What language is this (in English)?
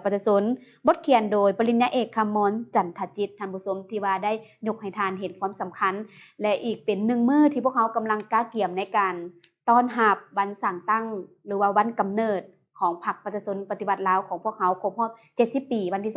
Lao